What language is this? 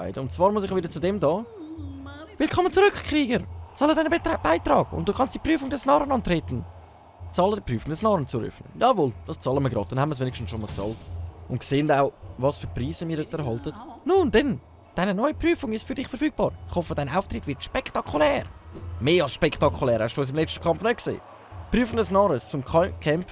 Swiss German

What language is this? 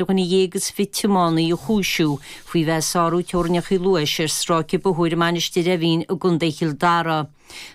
Irish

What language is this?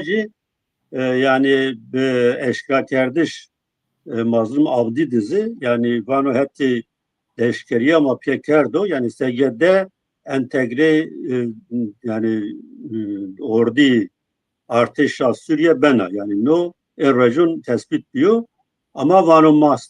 Zaza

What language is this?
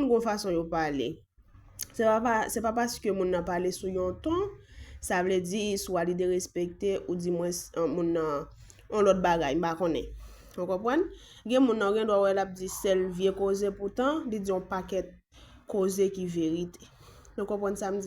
Haitian Creole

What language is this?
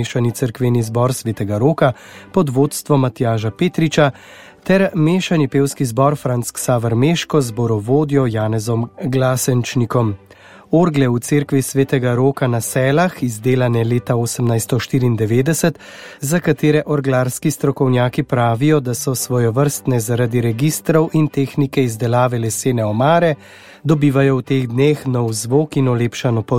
Slovenian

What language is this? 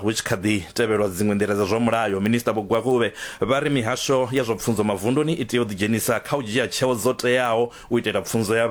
Venda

